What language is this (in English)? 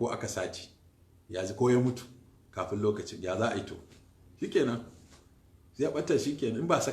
Hausa